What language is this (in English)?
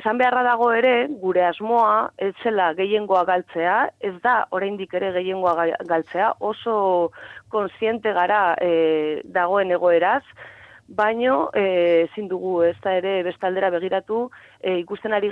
Basque